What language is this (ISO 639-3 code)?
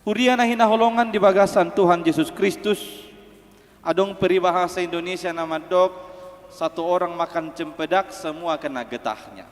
bbc